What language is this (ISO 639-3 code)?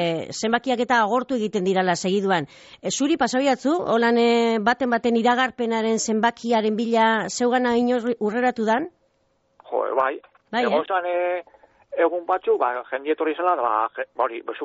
eus